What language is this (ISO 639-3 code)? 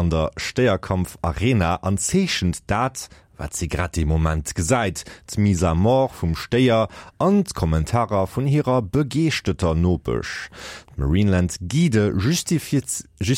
ltz